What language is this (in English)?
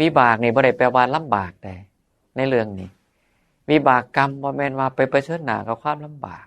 Northeastern Thai